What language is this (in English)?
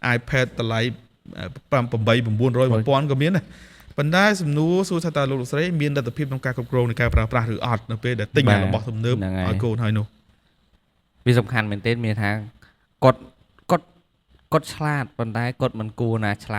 Khmer